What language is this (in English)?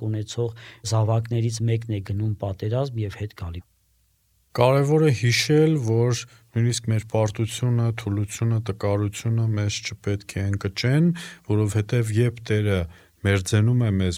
Armenian